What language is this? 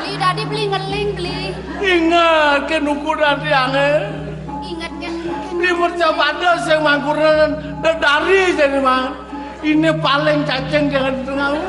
Balinese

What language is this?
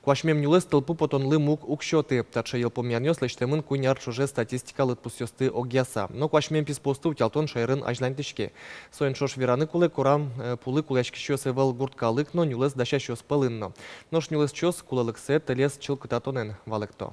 Udmurt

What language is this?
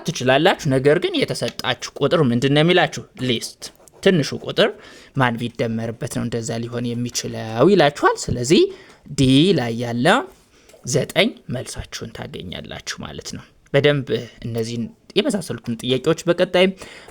Amharic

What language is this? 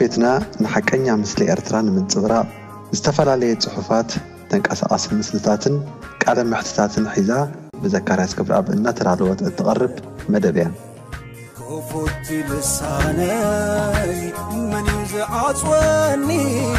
Tigrinya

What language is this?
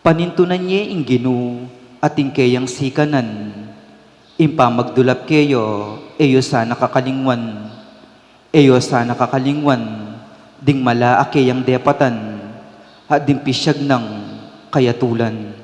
Pampanga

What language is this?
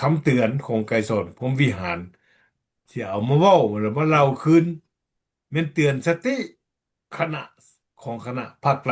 Lao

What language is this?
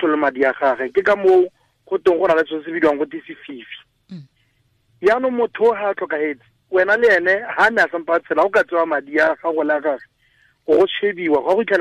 Tswana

